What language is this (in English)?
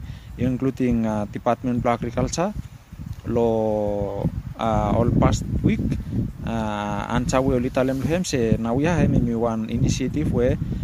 Bislama